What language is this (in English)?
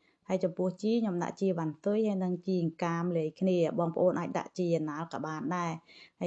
Khmer